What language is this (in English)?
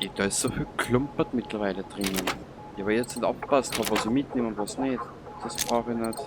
Bavarian